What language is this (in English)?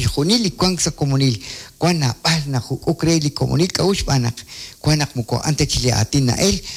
Kekchí